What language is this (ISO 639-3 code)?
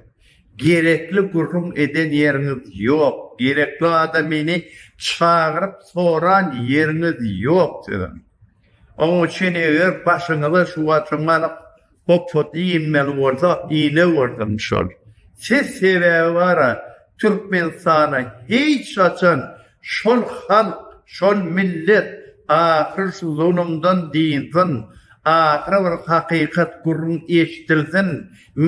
tuk